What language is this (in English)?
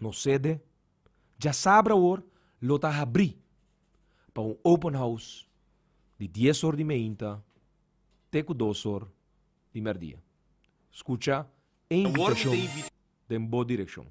Papiamento